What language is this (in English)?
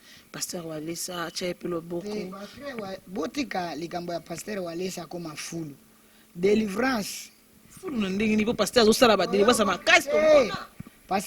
Lingala